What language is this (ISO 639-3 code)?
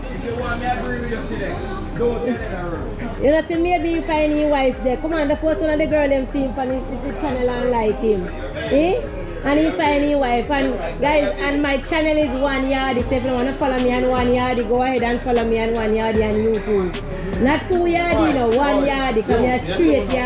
jam